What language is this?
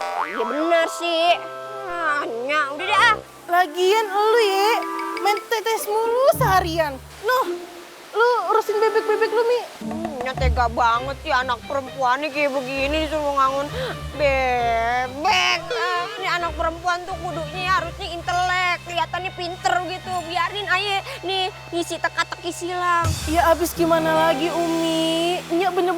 Betawi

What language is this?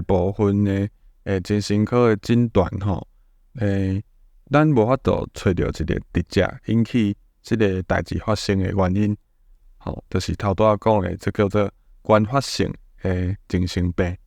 Min Nan Chinese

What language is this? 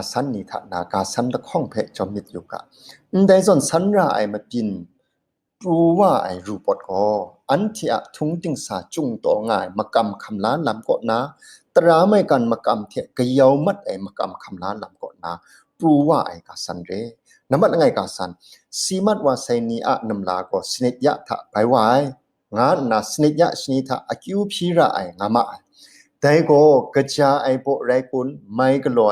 Kachin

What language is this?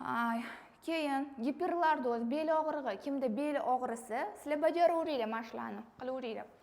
Uzbek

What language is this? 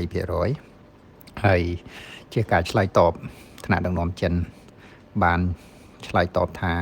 Khmer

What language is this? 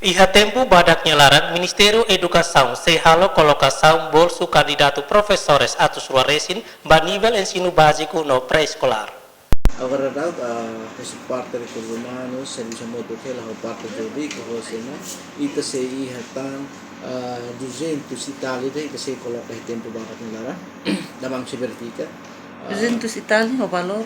Tetum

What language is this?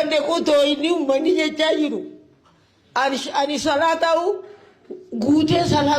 Oromo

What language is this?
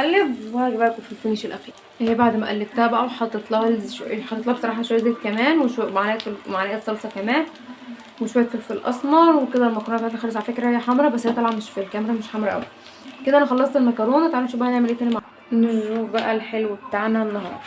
Egyptian Arabic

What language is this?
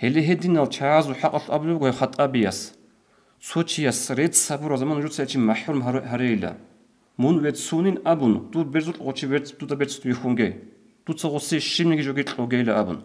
Avaric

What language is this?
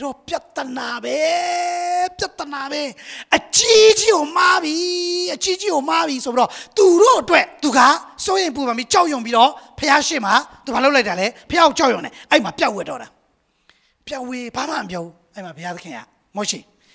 Burmese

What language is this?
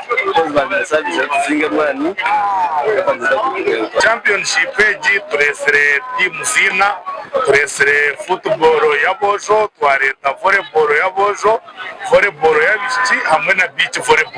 Nyankole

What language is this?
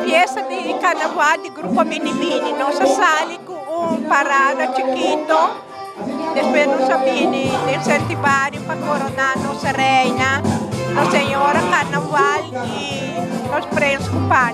Papiamento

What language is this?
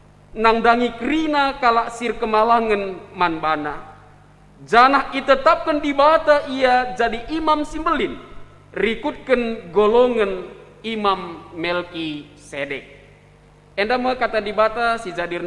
Batak Karo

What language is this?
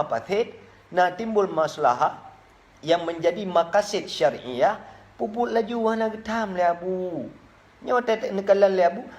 Achinese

